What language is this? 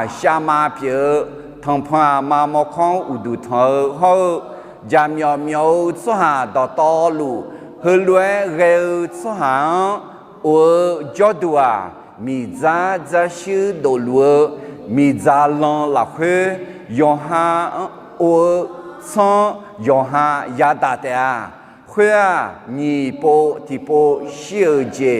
Akha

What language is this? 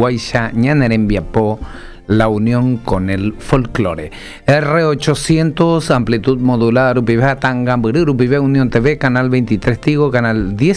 Guarani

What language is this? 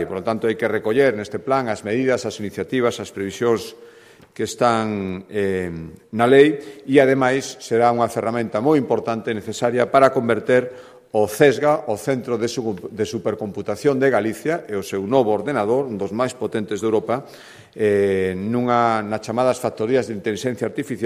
Galician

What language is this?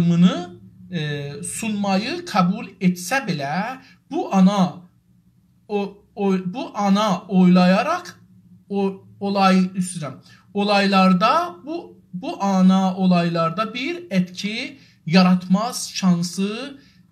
South Azerbaijani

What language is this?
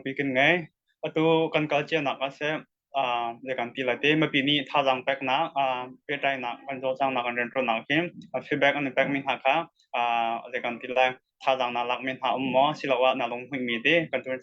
Hakha Chin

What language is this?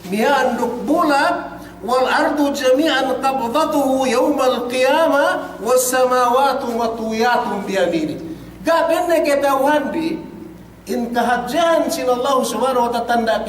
Yakan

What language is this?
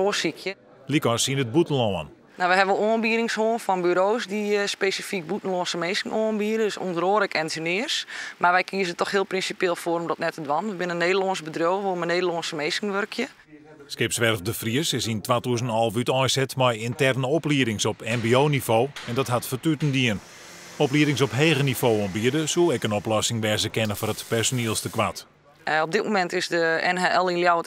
Western Frisian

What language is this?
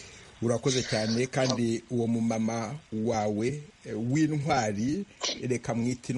Kinyarwanda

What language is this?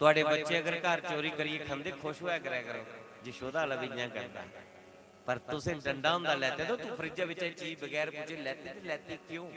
Dogri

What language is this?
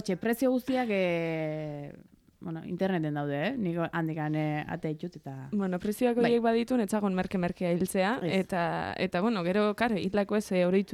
Basque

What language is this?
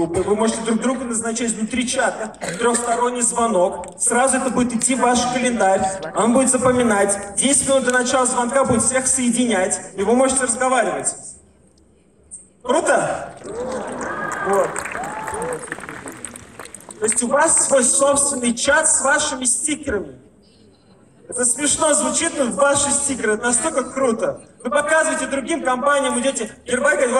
Russian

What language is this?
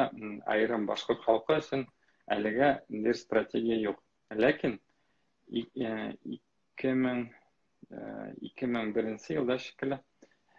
Bashkir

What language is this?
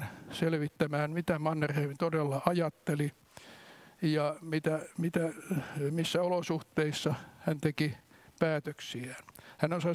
Finnish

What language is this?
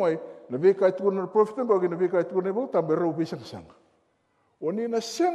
Fijian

